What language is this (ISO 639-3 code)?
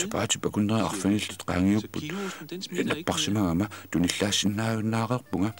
kal